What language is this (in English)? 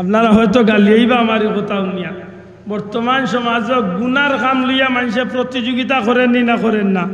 Sylheti